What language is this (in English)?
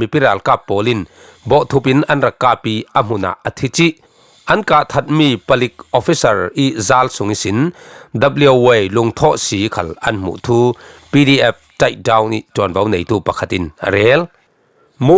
Falam Chin